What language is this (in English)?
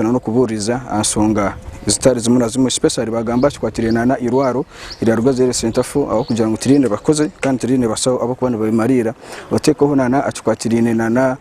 Nyankole